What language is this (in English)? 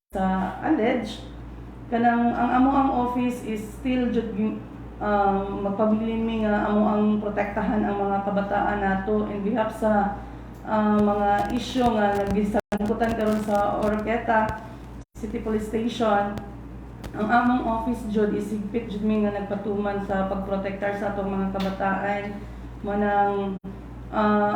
Cebuano